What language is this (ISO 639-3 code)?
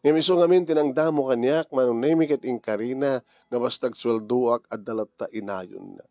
ilo